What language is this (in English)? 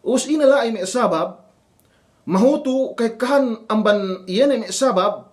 Yakan